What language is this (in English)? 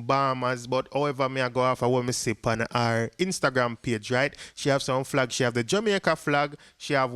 Jamaican Creole English